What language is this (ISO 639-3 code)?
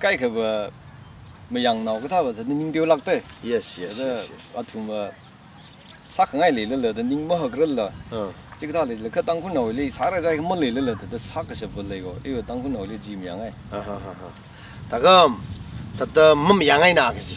nmf